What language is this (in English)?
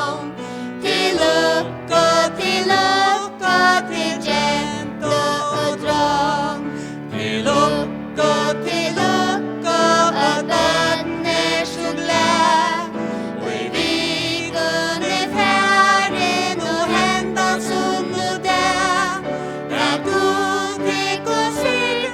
Faroese